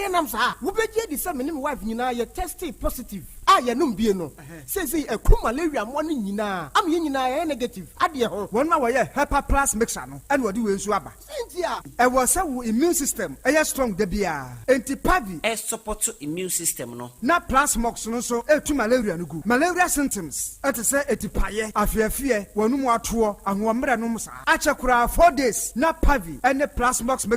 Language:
Akan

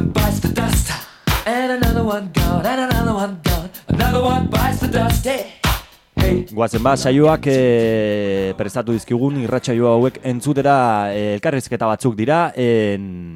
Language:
Basque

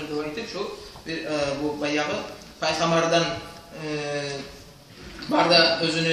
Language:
Kumyk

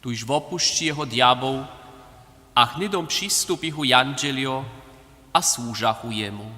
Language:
Upper Sorbian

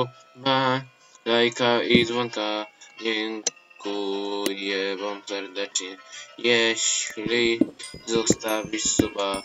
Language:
Polish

